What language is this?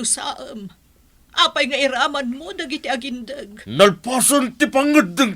Iloko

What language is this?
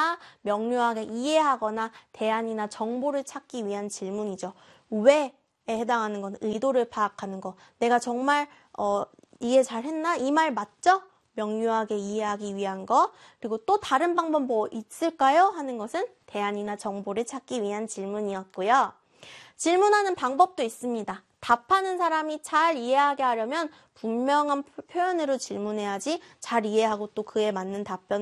Korean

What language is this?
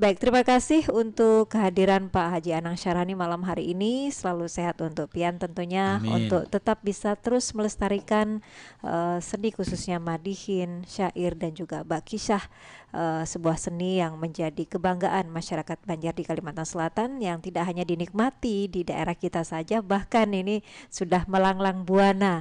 Banjar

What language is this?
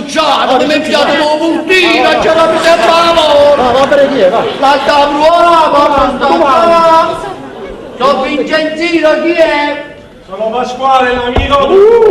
Neapolitan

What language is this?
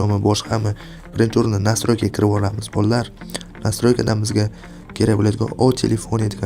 Uzbek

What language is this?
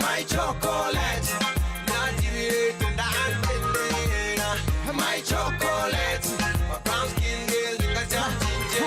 Venda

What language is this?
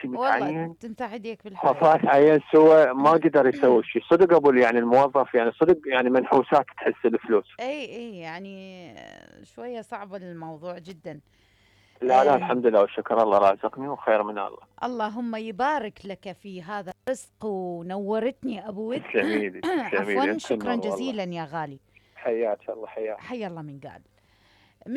Mesopotamian Arabic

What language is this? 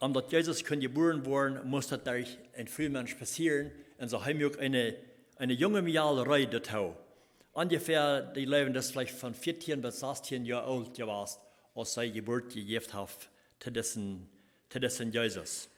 Plautdietsch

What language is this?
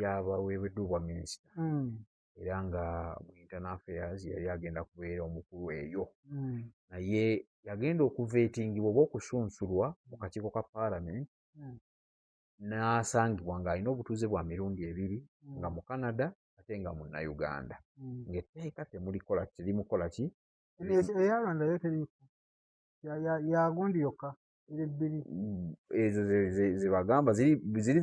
Ganda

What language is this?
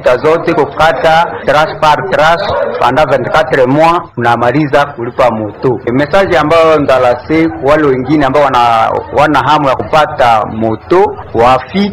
Swahili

